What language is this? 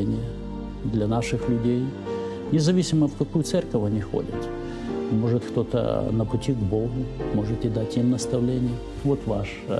Russian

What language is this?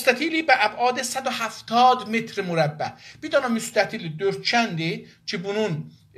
South Azerbaijani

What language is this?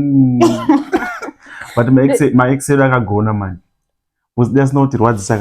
Shona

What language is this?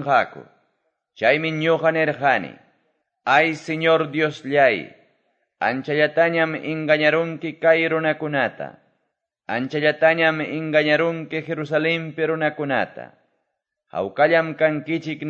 Quechua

